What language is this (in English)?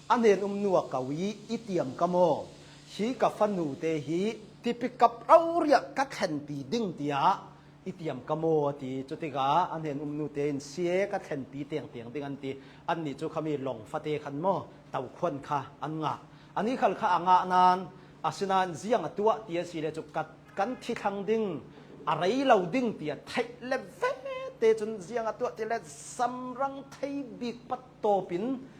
Hakha Chin